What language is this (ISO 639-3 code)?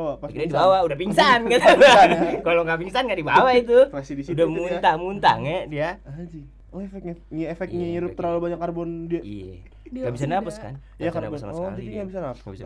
ind